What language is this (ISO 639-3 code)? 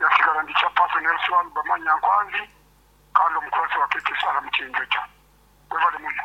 nyo